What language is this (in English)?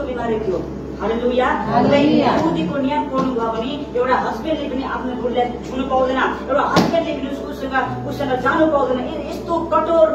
Nepali